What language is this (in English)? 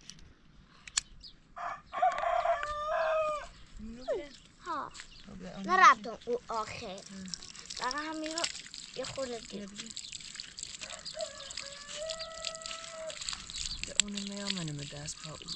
Persian